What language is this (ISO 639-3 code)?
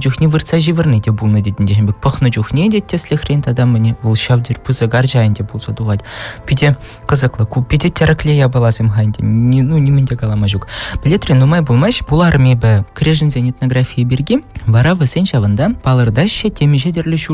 chv